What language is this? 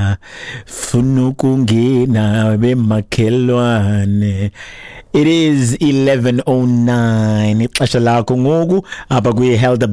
Xhosa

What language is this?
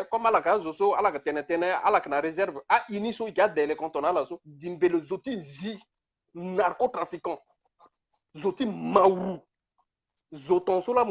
Sango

